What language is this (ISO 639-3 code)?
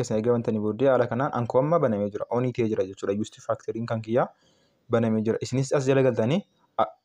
orm